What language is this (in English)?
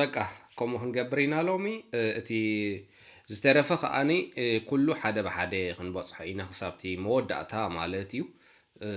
Tigrinya